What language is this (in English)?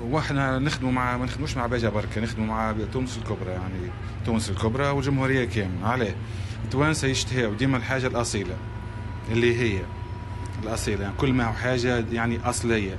Tunisian Arabic